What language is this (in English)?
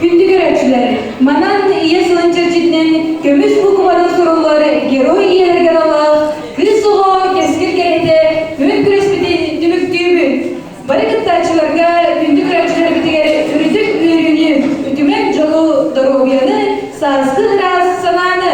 Yakut